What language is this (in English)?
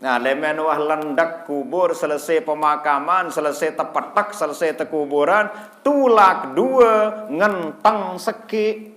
Sasak